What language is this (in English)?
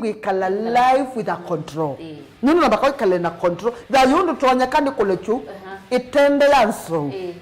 Kamba